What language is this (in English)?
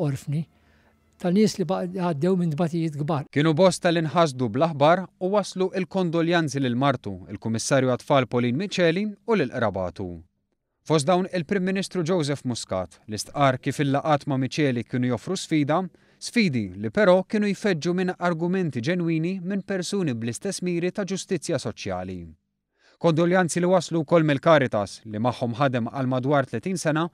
Maltese